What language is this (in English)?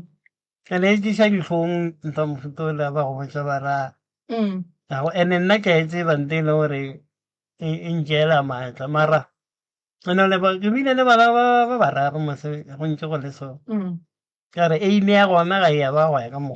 Northern Sotho